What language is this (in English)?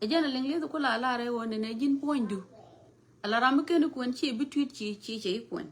Nuer